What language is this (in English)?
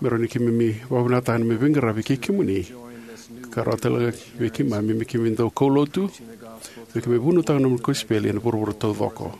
Fijian